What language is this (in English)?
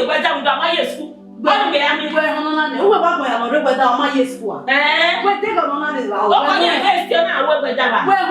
Bini